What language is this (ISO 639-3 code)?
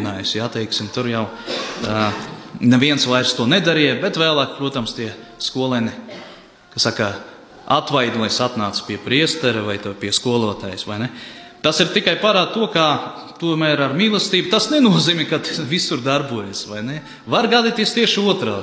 lav